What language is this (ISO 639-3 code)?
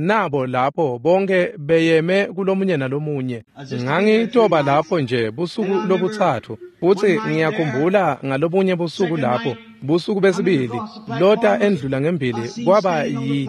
ssw